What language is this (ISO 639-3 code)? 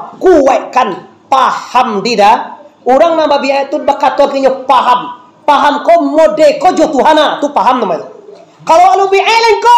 min